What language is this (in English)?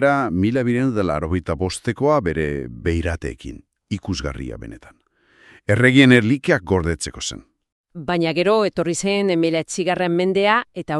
Basque